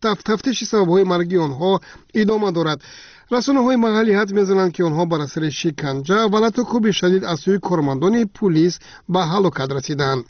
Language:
Tajik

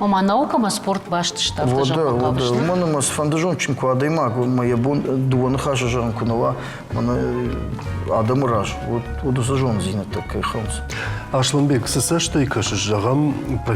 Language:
Ossetic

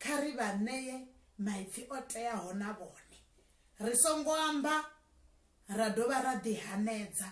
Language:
Venda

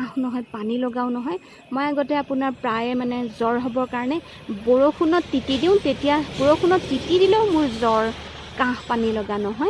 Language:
Assamese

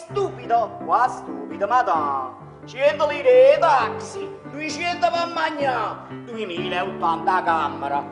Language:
Neapolitan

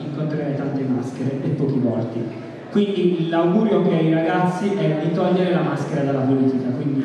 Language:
Italian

